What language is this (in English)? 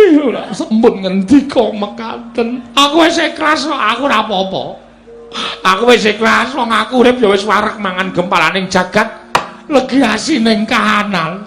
Javanese